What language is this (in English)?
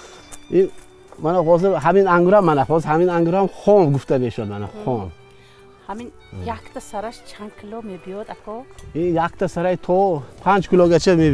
Tajik